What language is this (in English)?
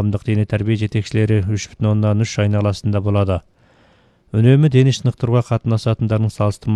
Kazakh